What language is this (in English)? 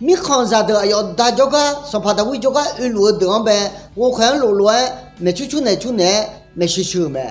Akha